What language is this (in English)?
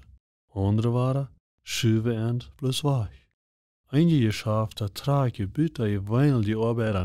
Plautdietsch